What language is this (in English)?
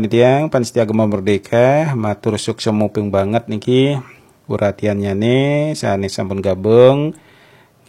Balinese